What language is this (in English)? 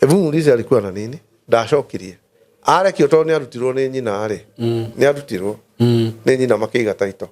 Kikuyu